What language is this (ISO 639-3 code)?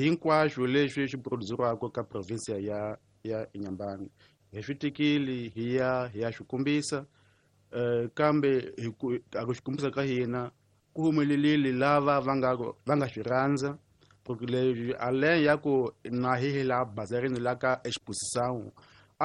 tso